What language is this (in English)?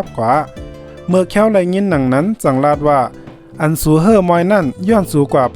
Shan